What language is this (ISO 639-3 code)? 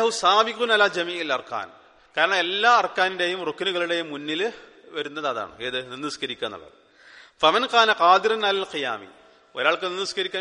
mal